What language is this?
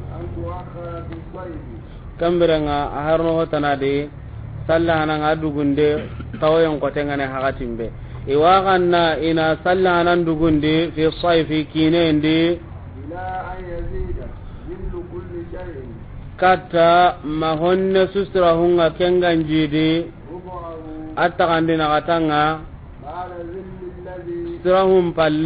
Soninke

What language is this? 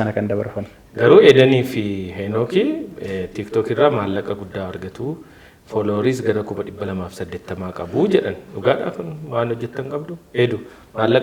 Oromo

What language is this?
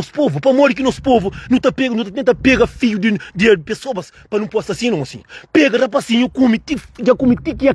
Kabuverdianu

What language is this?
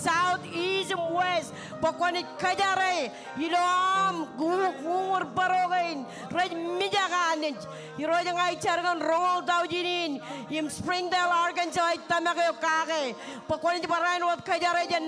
Marshallese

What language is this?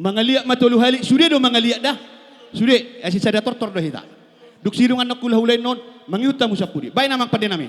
Batak Toba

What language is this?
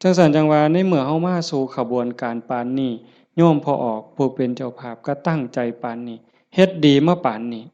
Northeastern Thai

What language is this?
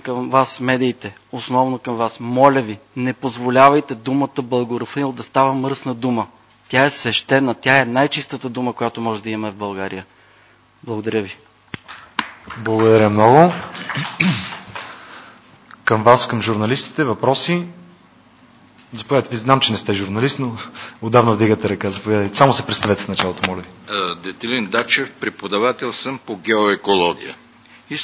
Bulgarian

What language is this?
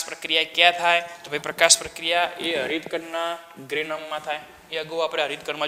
Gujarati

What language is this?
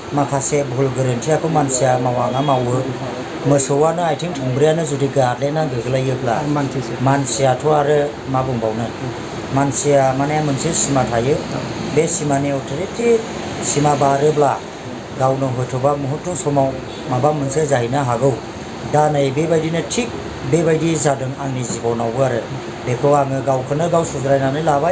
Bodo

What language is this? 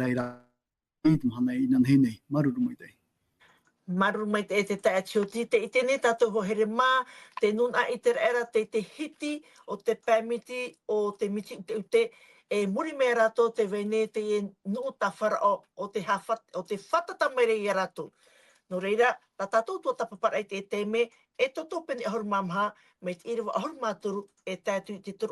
Tahitian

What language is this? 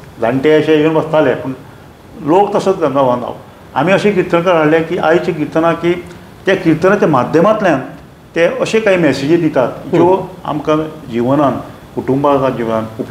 Konkani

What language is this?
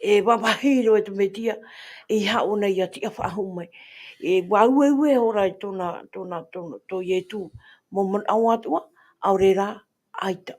Tahitian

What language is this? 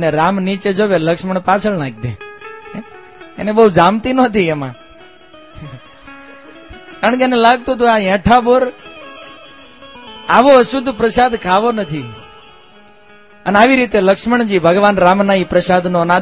Gujarati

